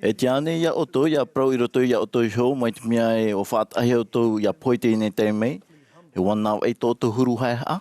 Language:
Tahitian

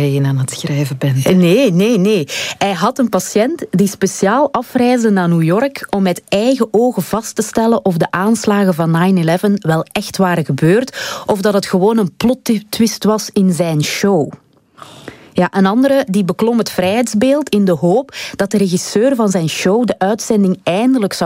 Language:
Dutch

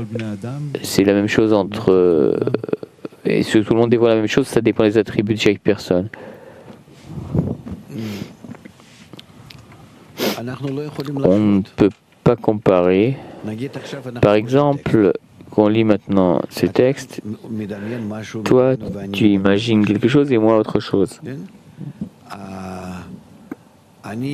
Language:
French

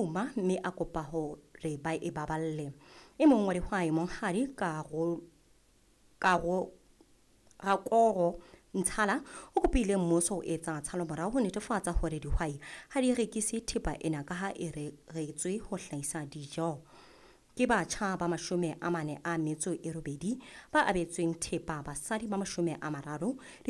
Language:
Southern Sotho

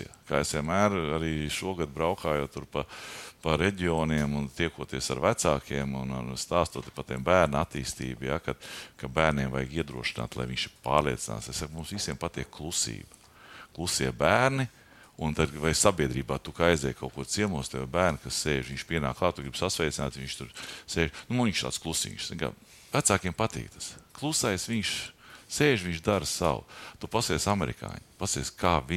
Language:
Latvian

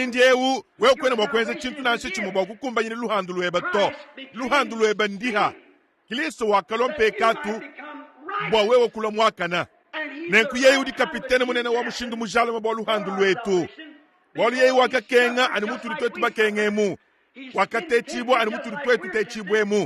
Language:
Luba-Lulua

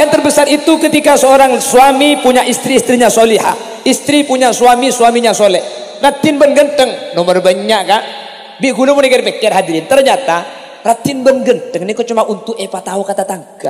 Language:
Madurese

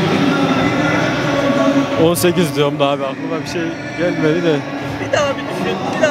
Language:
Turkish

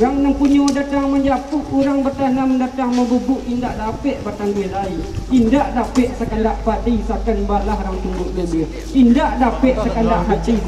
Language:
Minangkabau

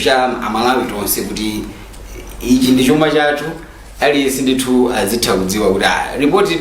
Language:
Nyanja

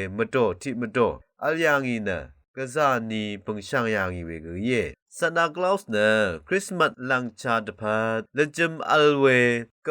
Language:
Rawang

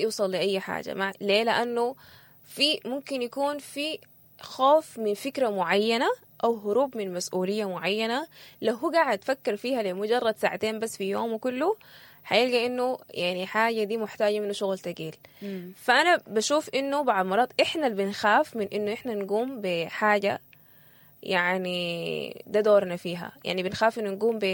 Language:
Sudanese Arabic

